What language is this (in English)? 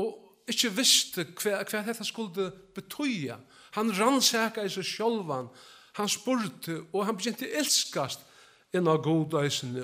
Faroese